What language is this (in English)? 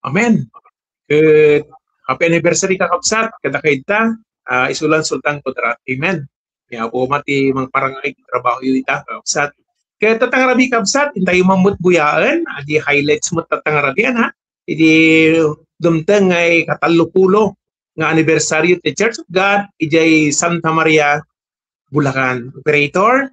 Iloko